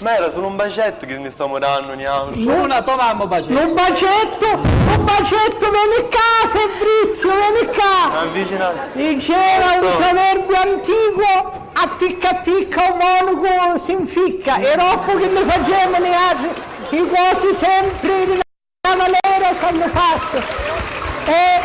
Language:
Sicilian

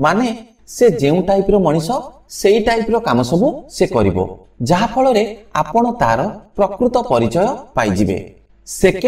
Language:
Odia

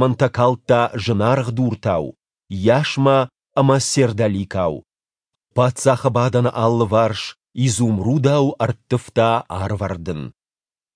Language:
Ossetic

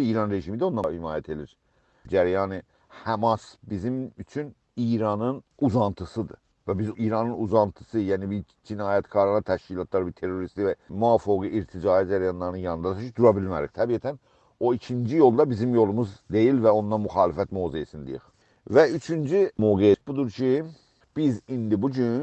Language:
South Azerbaijani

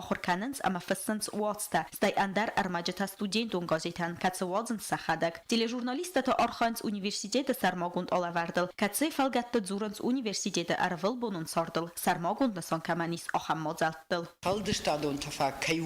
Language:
Ossetic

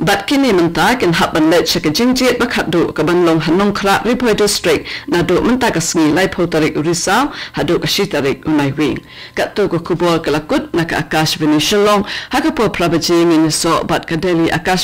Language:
Khasi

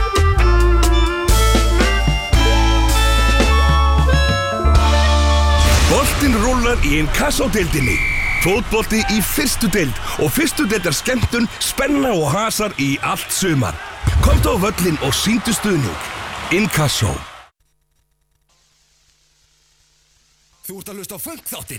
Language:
Icelandic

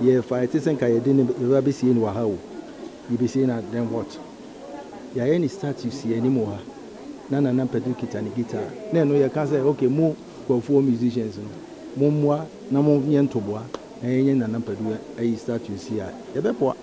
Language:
Akan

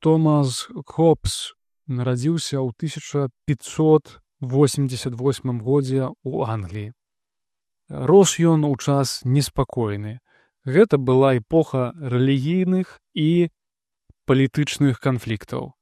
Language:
Belarusian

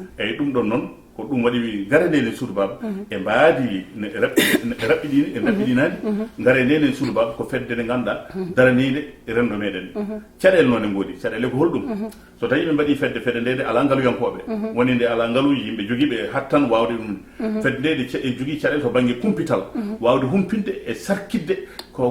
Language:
Fula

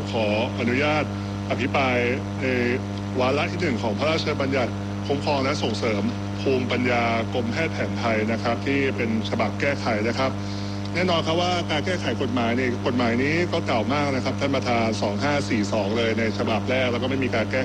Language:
Thai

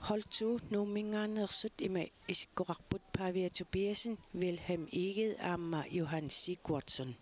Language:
Kalaallisut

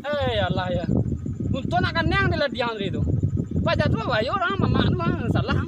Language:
Minangkabau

